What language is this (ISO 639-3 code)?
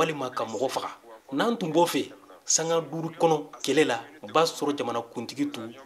bam